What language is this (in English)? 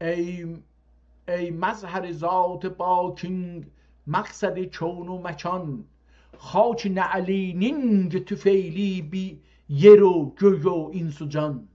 South Azerbaijani